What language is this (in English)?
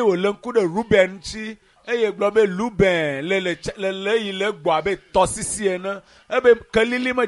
Ewe